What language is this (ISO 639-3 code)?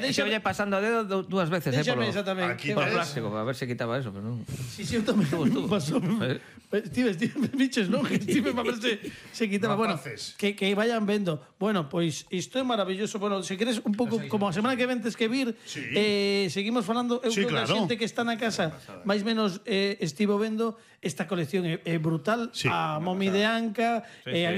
glg